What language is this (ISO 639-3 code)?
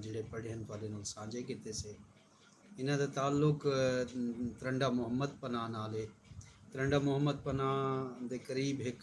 skr